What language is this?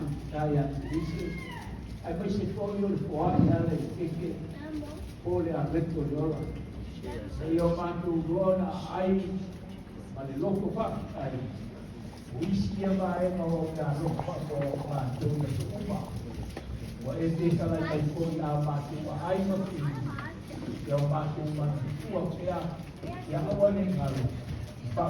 Samoan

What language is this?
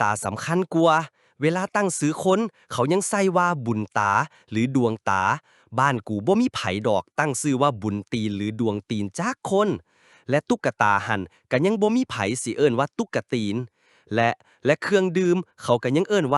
Lao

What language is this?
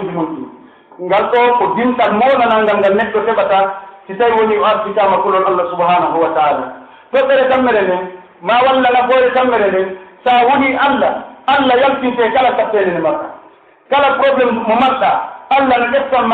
Pular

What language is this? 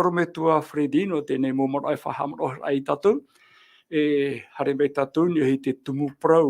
Tahitian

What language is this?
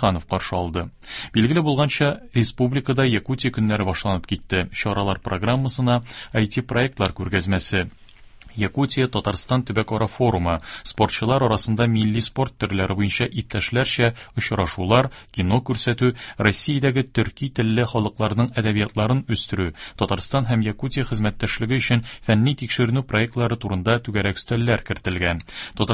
Tatar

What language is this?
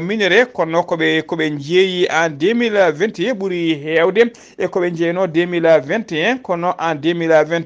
Fula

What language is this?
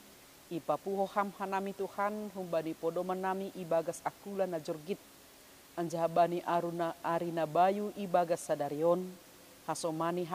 Batak Simalungun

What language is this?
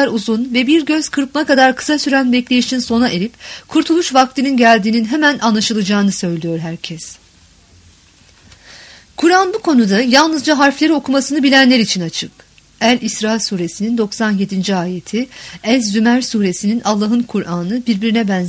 Turkish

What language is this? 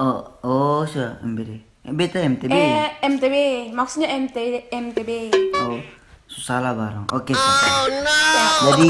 Ambonese Malay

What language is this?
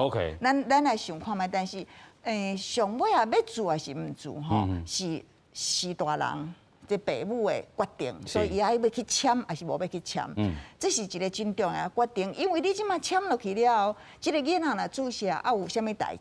Min Nan Chinese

